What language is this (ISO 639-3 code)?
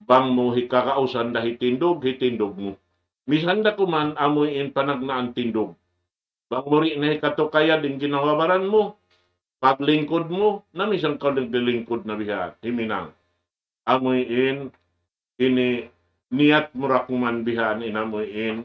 tsg